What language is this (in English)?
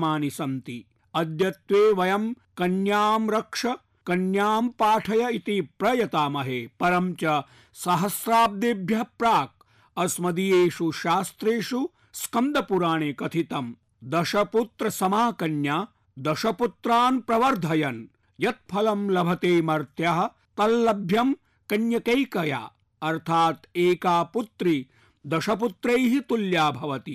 Sanskrit